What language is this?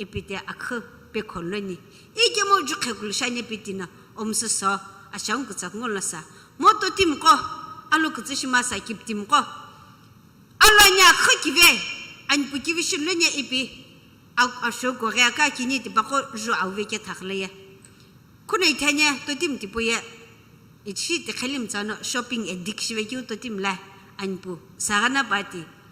Sumi Naga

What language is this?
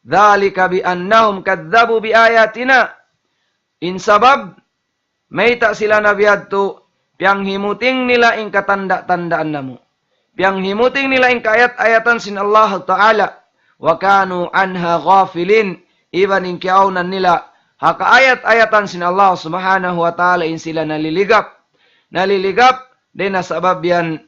Tausug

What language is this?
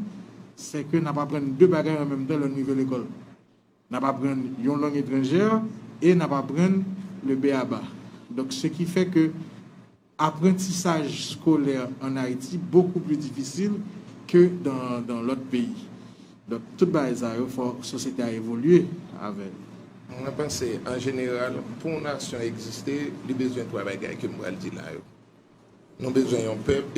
Haitian Creole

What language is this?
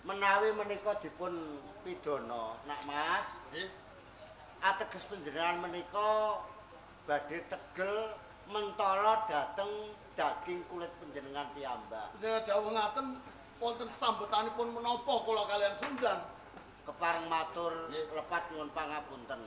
Javanese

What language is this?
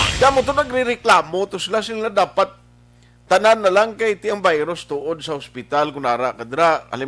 Hiligaynon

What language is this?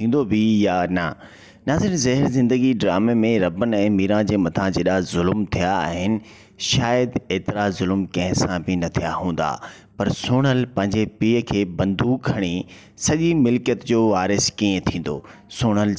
Sindhi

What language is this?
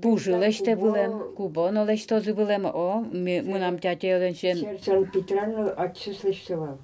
Udmurt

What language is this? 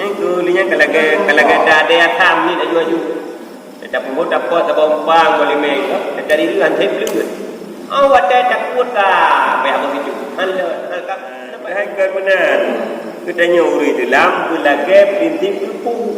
Achinese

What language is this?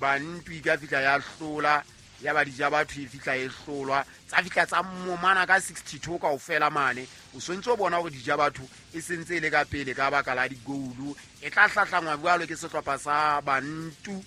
Southern Sotho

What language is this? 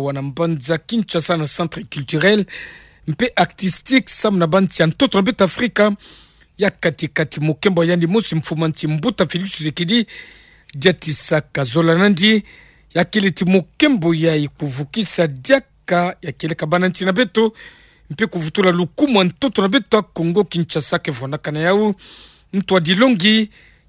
Kituba (Democratic Republic of Congo)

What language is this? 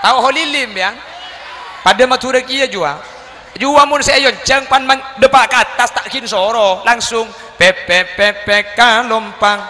Madurese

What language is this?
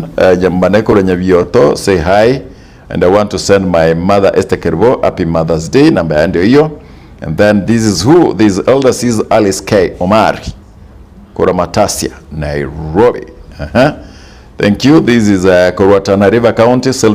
Gusii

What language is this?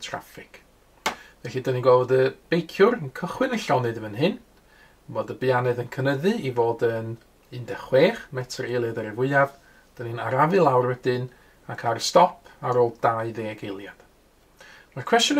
Welsh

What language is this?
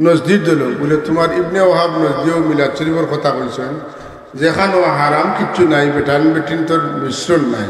Sylheti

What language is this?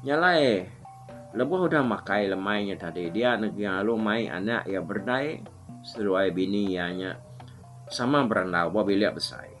Iban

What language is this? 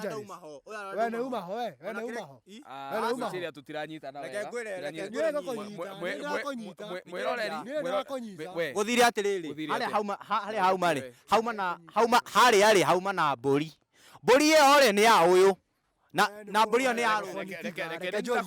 Kikuyu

